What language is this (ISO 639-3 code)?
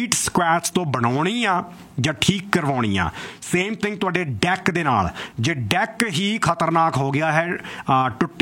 pan